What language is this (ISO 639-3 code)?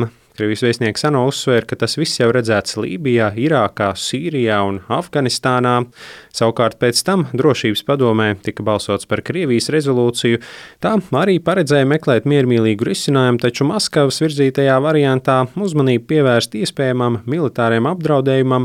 lav